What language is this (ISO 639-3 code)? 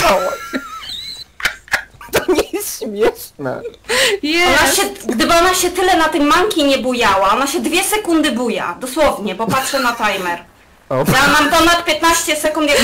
pol